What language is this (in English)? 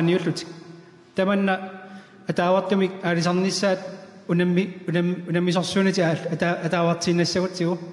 Kalaallisut